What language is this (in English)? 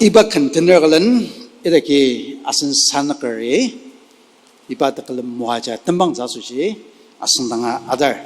Ao Naga